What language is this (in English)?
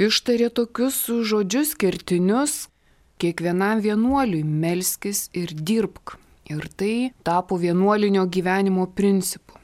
Lithuanian